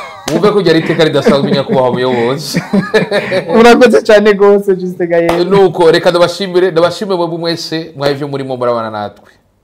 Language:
Rundi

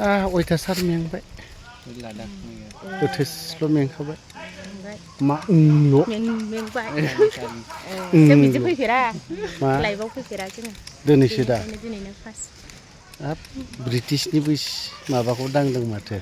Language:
Bodo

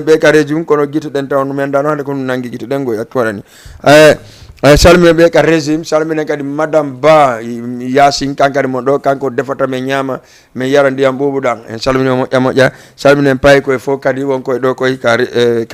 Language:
Fula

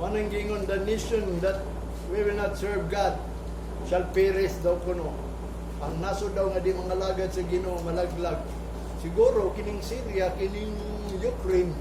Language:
Cebuano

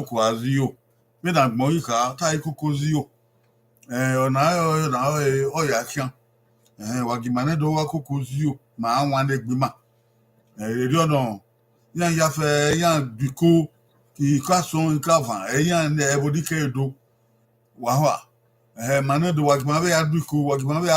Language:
Bini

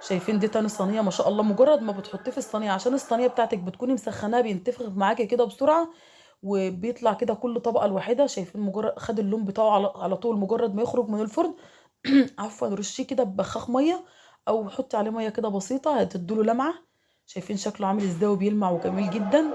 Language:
Egyptian Arabic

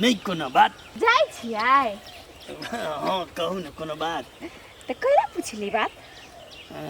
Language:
Maithili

